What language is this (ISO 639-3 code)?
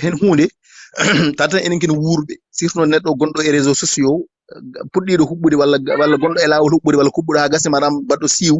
ful